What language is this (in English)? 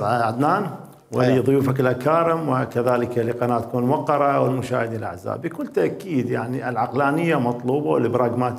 Mesopotamian Arabic